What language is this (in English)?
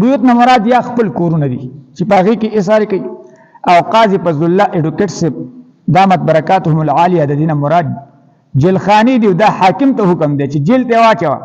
Pashto